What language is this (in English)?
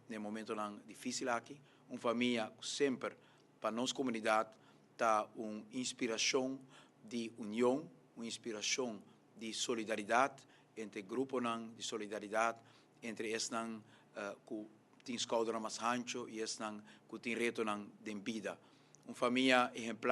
Papiamento